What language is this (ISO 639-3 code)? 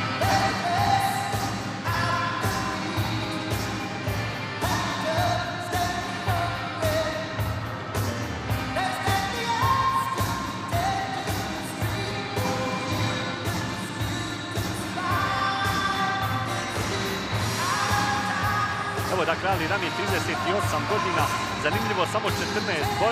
hrv